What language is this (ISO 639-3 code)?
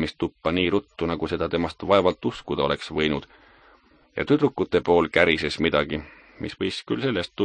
est